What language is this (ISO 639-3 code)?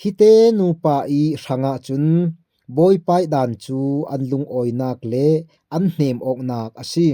cfm